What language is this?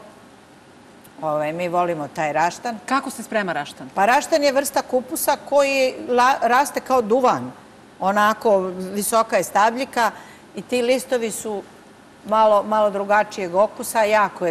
Serbian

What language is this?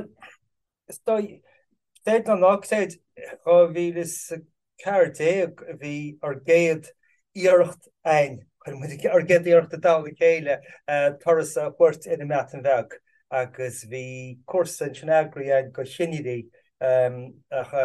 Irish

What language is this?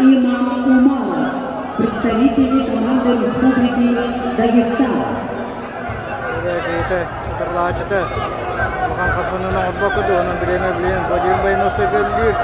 Yakut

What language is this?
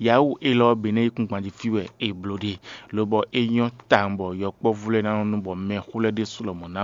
Fon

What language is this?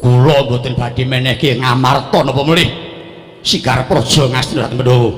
Javanese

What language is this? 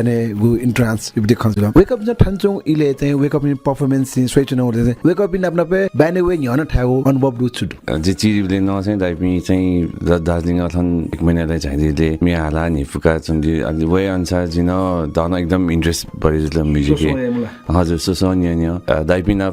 Newari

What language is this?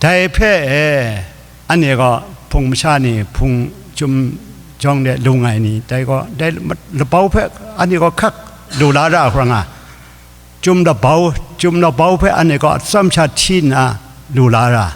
Kachin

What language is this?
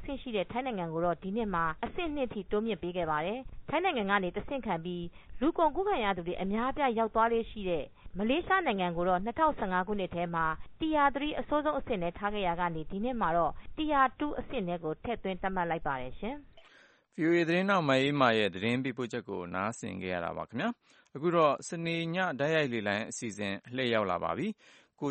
Burmese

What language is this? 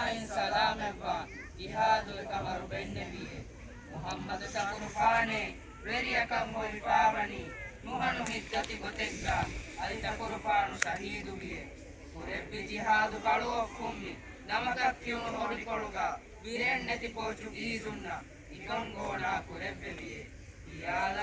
Divehi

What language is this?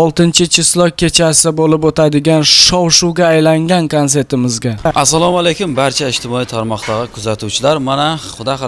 Uzbek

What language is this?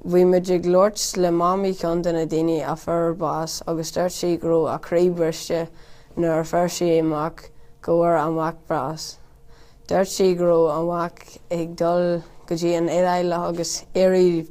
Irish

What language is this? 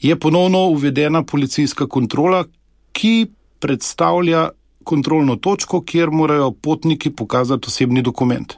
Slovenian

